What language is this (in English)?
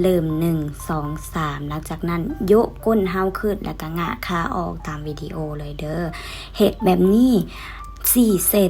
Lao